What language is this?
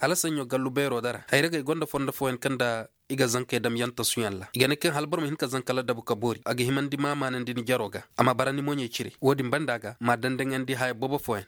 Koyraboro Senni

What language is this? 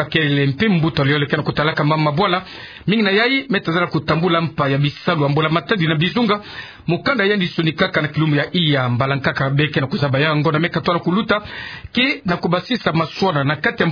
Kituba (Democratic Republic of Congo)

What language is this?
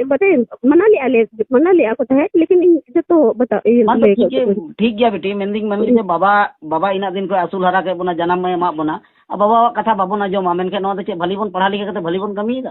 Santali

